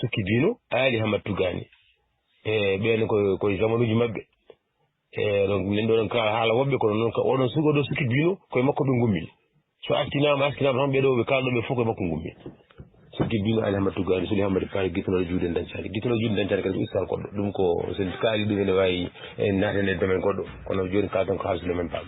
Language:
Fula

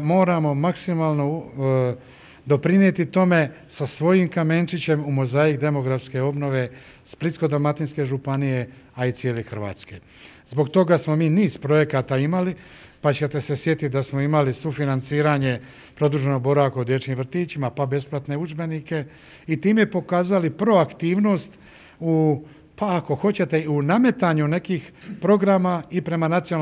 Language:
Croatian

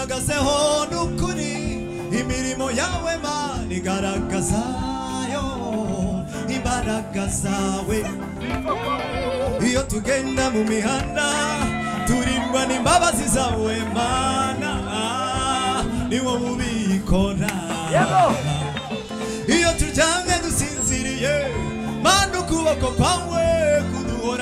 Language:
Kinyarwanda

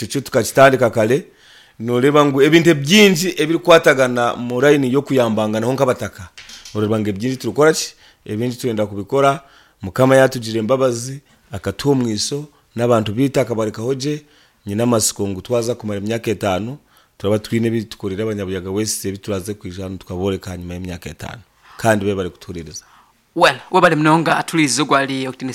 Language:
Nyankole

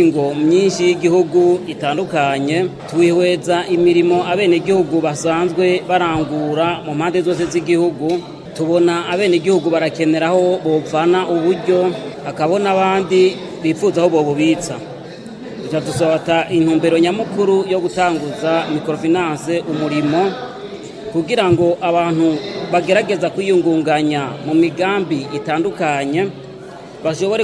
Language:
Rundi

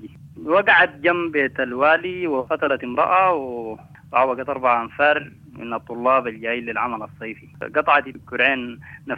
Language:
Sudanese Arabic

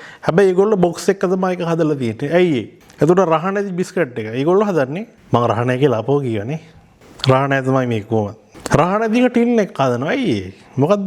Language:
Sinhala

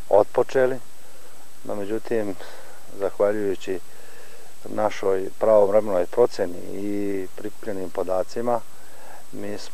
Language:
Serbian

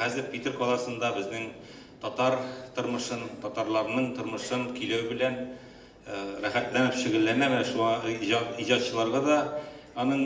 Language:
Tatar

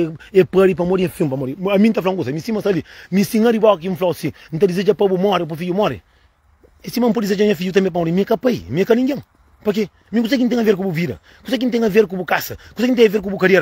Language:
Kabuverdianu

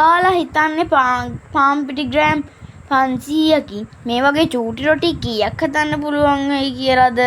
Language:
Sinhala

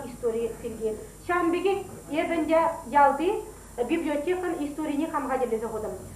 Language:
Chuvash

